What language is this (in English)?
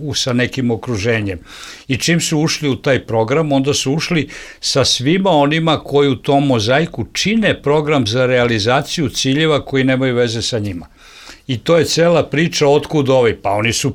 Bosnian